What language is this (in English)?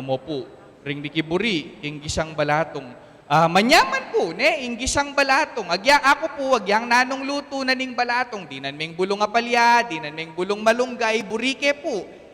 Pampanga